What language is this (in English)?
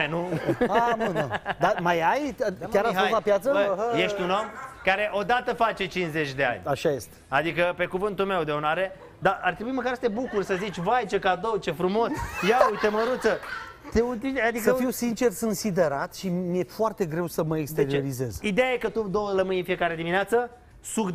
Romanian